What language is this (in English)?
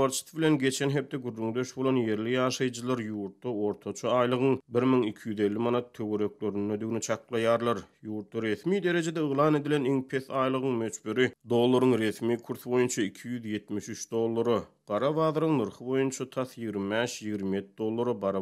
Turkmen